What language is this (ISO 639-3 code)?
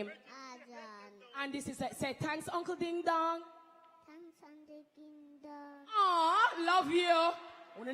jam